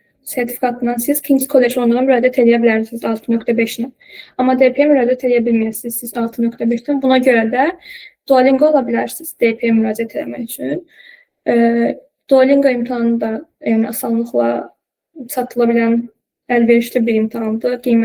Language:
Azerbaijani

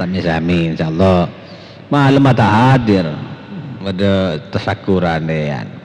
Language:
Madurese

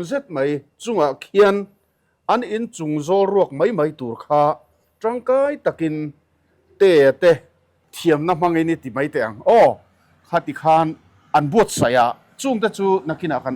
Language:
Mizo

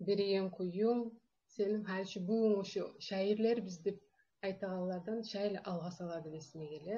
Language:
Kumyk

